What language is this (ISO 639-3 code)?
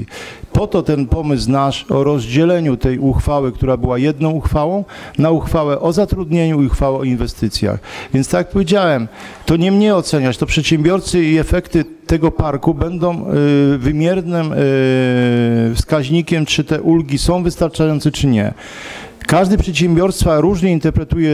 pol